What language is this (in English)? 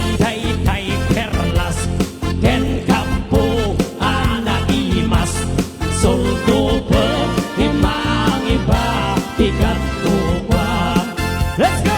Iloko